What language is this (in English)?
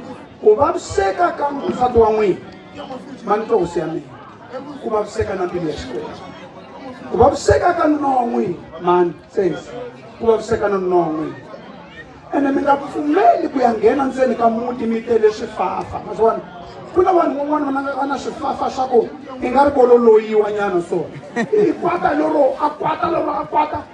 Tsonga